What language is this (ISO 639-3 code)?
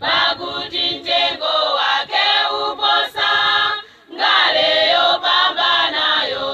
nya